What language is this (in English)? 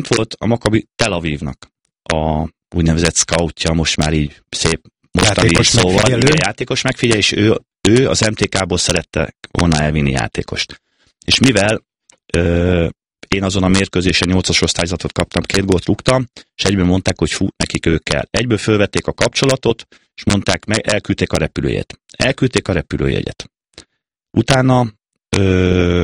Hungarian